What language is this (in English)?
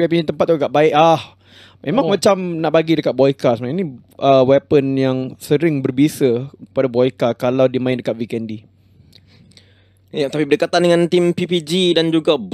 Malay